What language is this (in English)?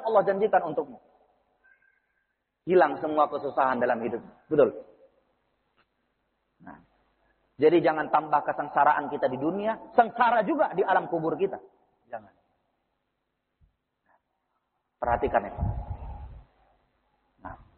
Indonesian